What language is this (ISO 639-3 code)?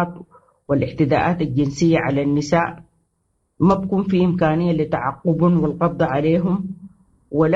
apd